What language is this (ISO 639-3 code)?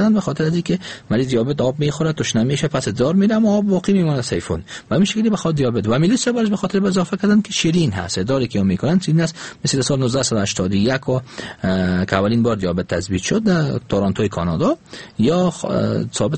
fas